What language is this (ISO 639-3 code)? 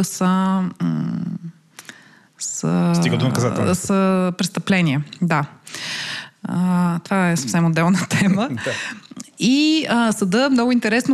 bul